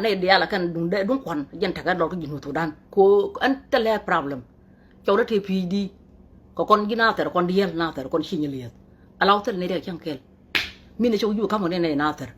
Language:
Nuer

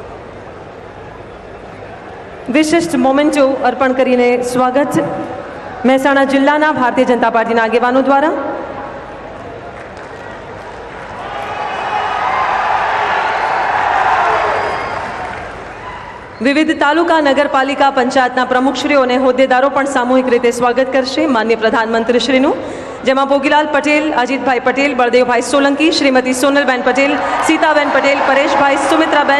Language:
Gujarati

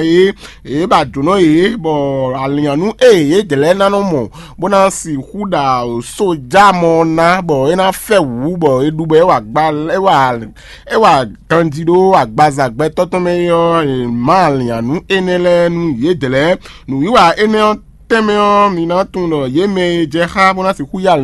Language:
Fon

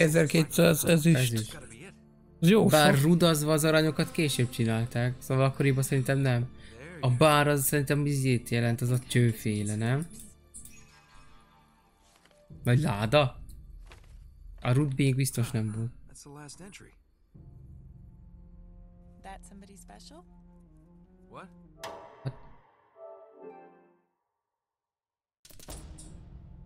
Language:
Hungarian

